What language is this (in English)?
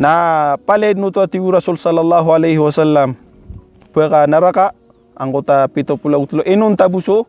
Maranao